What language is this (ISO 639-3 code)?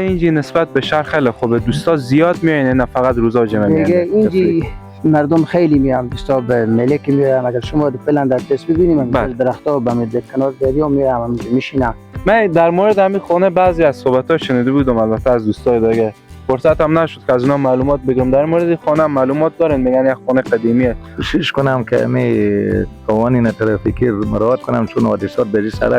fas